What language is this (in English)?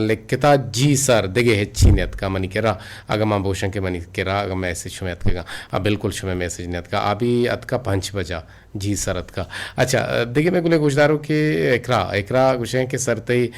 Eastern Balochi